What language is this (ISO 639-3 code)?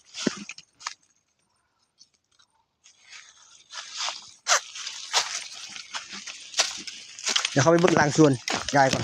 tts